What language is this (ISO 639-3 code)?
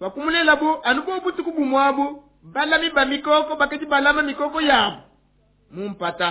lua